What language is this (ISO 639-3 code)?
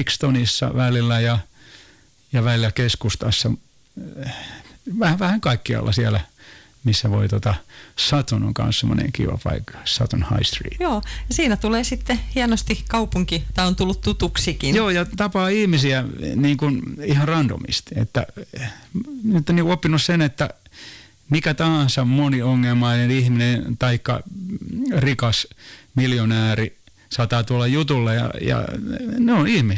fin